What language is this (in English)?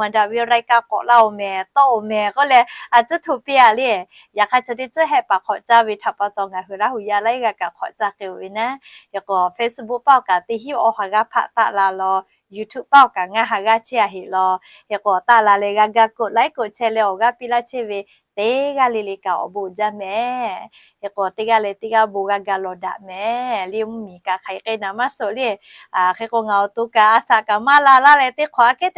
Lahu